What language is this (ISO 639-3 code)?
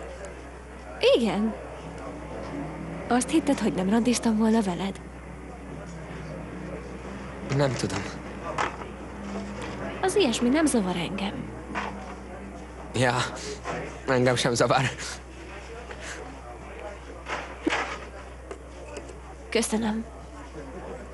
hun